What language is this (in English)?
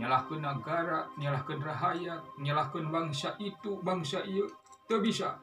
Sundanese